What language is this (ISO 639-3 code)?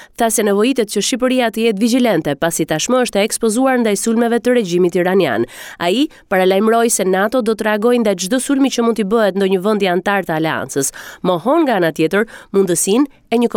sqi